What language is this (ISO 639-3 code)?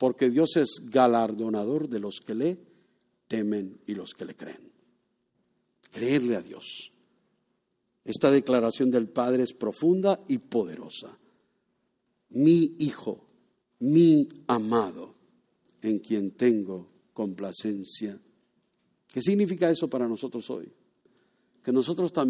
spa